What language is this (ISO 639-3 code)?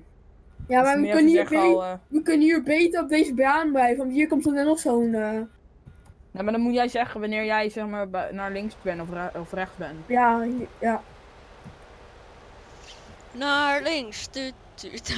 nld